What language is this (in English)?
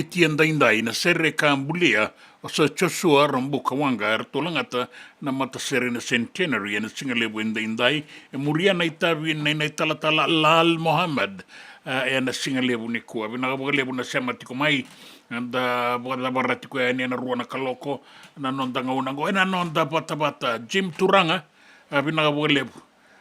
Fijian